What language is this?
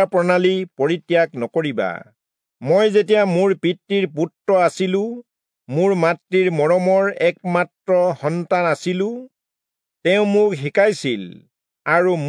Assamese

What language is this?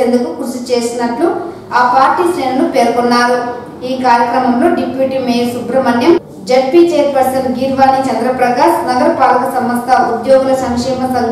Telugu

